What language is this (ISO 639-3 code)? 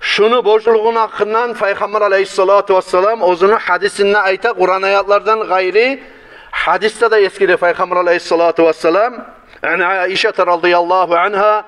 kum